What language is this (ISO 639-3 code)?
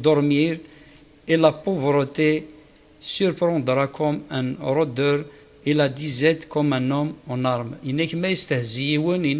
kab